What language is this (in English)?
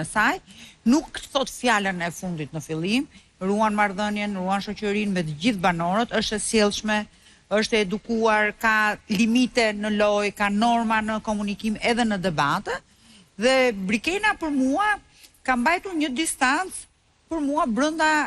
Albanian